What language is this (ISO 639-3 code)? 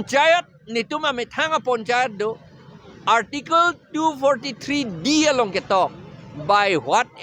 mjw